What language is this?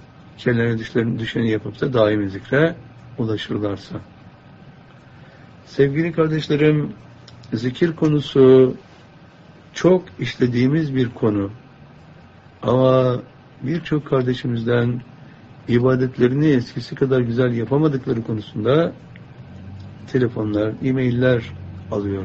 Turkish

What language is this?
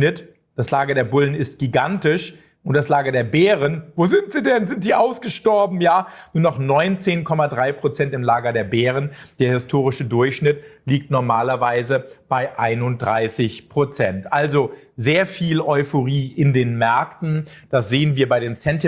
German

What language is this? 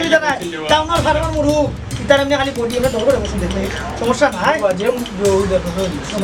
Sylheti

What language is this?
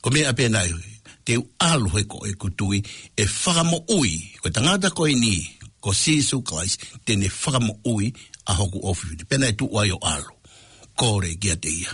Tongan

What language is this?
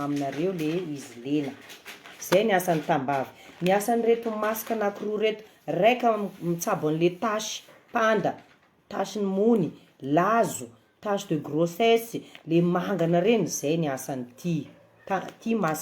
Malagasy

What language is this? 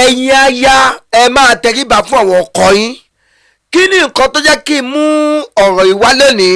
Yoruba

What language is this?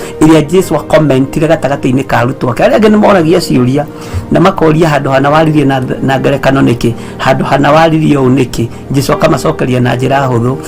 Kikuyu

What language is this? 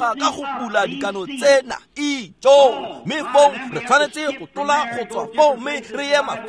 Tswana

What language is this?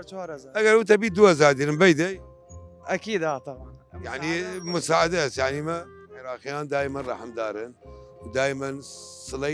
Southern Kurdish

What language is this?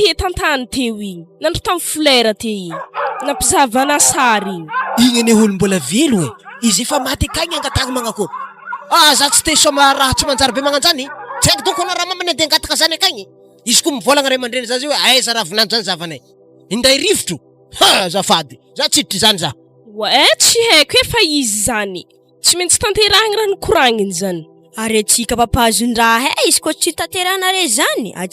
Malagasy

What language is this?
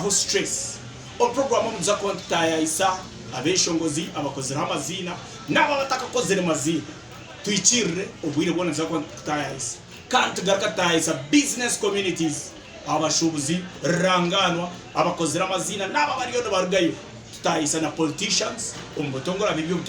Nyankole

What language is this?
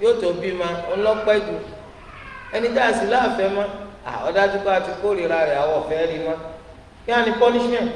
Yoruba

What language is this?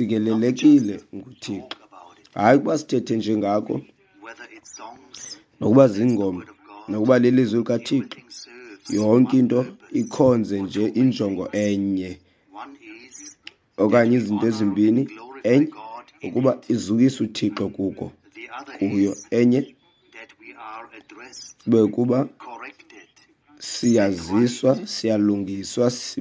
Xhosa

